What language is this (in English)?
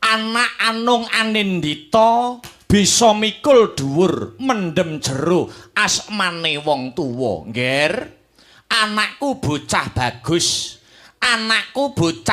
Javanese